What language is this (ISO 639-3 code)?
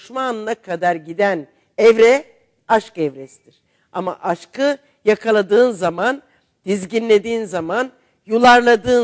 tur